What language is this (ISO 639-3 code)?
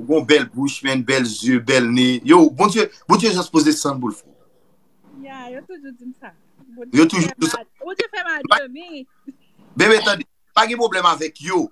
hat